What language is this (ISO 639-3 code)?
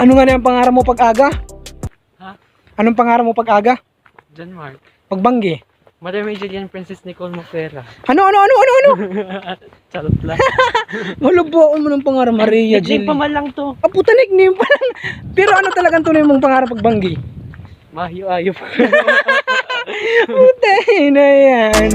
bik